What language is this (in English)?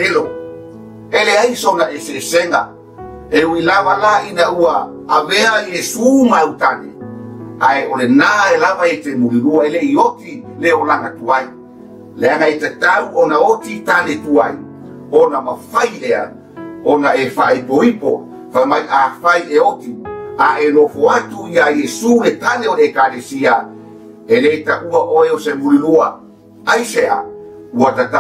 Samoan